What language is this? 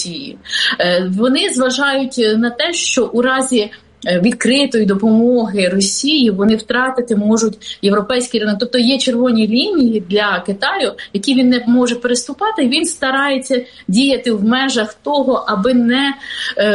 Ukrainian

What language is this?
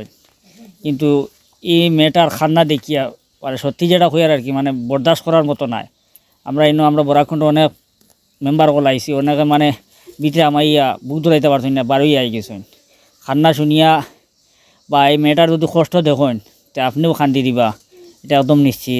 Sylheti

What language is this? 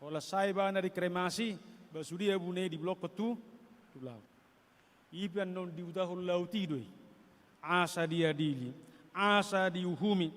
Batak Toba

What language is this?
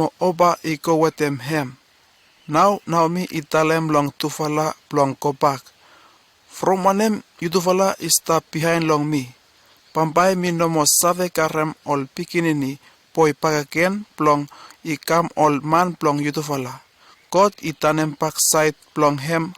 Bislama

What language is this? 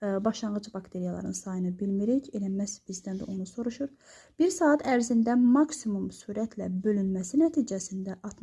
Azerbaijani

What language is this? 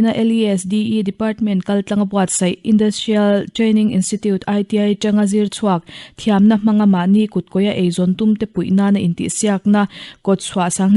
Mizo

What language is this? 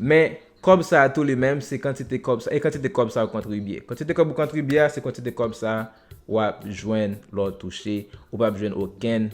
Haitian Creole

